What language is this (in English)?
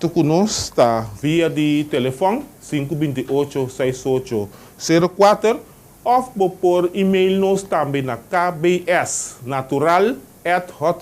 Papiamento